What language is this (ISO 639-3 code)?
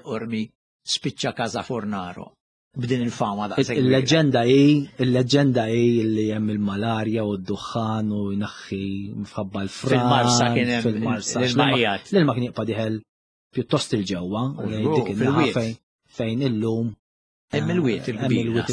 mlt